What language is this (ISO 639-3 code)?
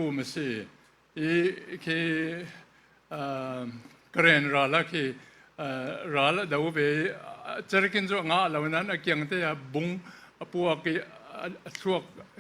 cfm